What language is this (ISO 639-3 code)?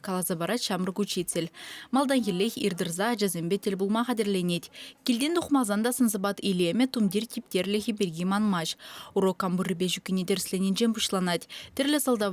chv